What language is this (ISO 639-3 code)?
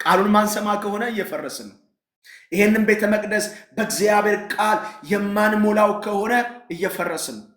amh